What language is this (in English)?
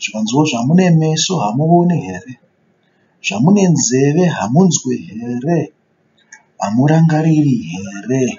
Shona